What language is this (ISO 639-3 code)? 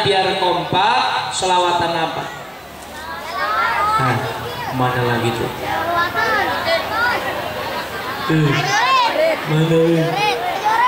ind